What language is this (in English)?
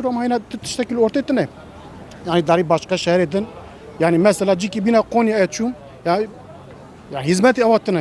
Kurdish